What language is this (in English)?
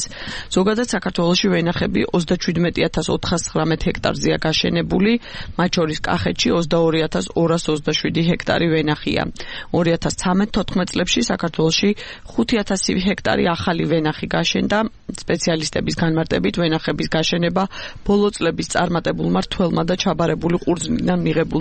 Georgian